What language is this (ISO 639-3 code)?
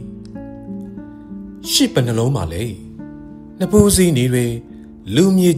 mya